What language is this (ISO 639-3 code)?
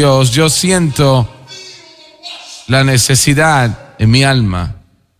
spa